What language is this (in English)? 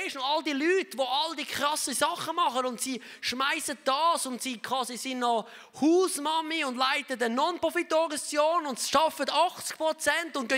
Swiss German